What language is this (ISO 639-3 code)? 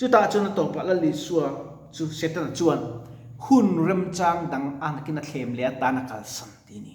lus